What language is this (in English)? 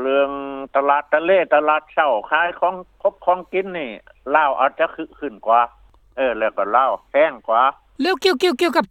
Lao